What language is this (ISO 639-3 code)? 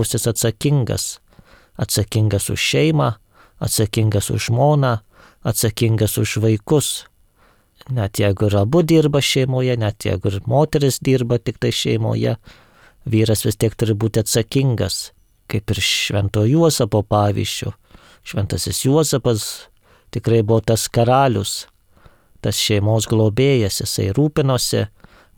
lit